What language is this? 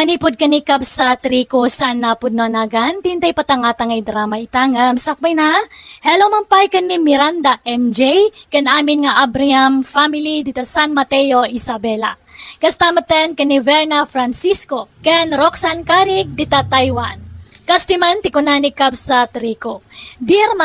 Iloko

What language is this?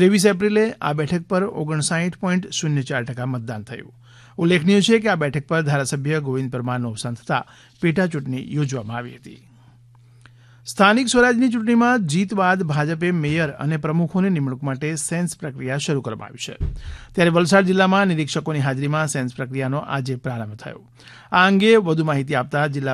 Gujarati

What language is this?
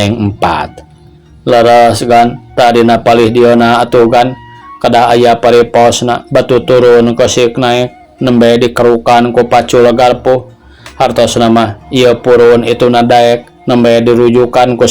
Sundanese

